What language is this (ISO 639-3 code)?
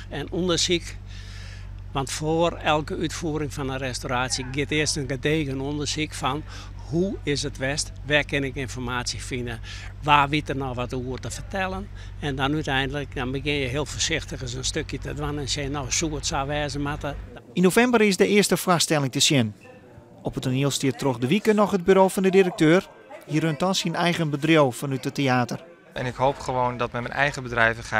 fry